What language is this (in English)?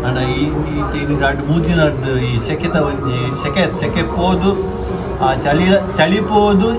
Tulu